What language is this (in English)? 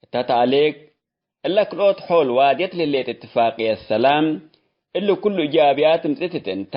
Tigre